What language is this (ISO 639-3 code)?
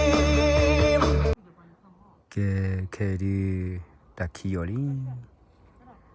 ksw